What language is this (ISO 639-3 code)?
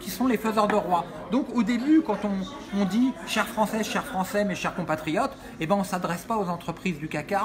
fra